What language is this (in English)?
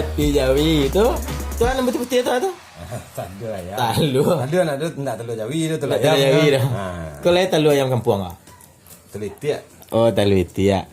Minangkabau